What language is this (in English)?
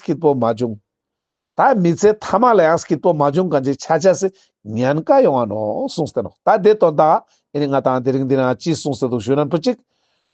Ladakhi